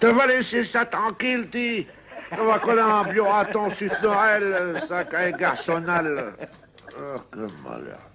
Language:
Picard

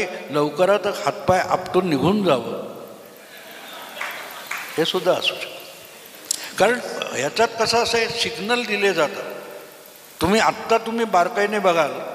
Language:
Marathi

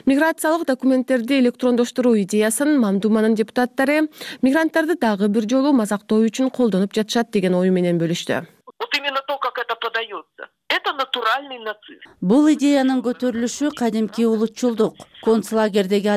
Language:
Kyrgyz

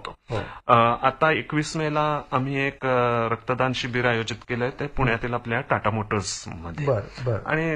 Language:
Marathi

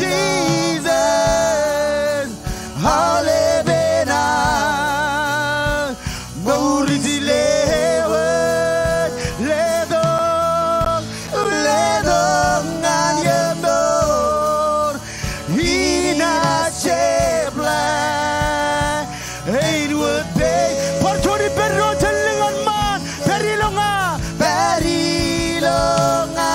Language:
Marshallese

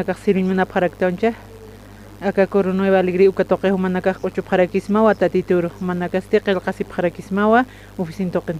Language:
Aymara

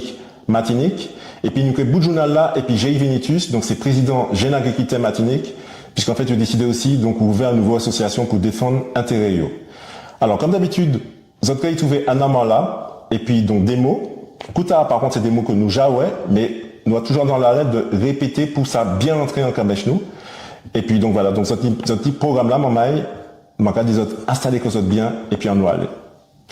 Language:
Guadeloupean Creole French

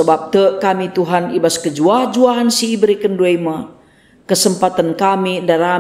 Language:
Batak Karo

